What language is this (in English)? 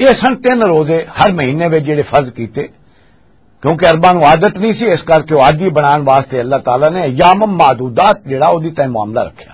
Western Panjabi